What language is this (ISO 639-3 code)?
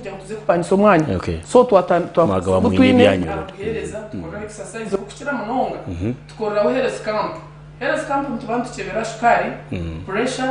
nyn